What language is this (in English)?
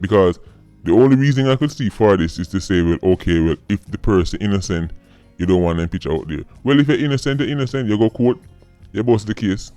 Jamaican Creole English